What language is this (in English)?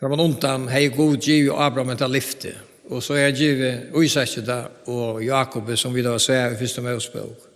Faroese